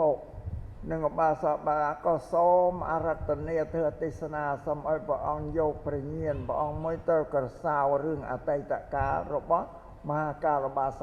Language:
Khmer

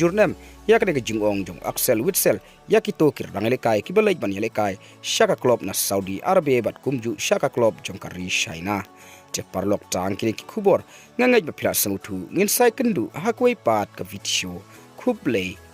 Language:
Khasi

